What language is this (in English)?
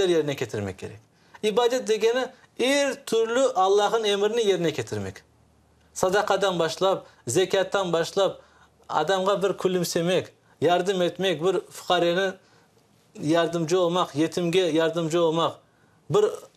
Crimean Tatar